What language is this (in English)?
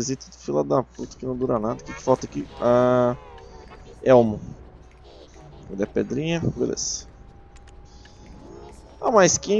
Portuguese